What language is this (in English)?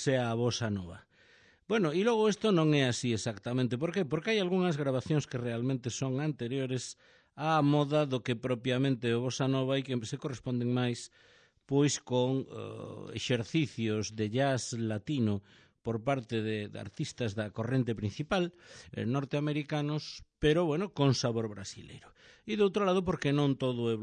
Galician